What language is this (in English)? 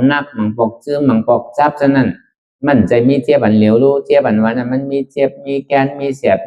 Shan